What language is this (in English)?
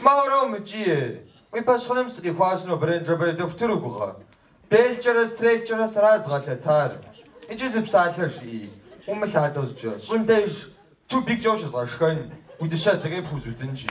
Kabardian